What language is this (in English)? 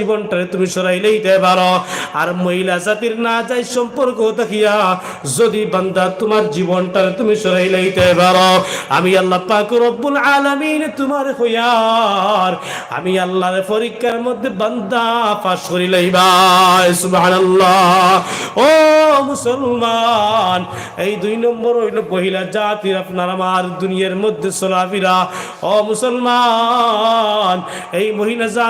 Sylheti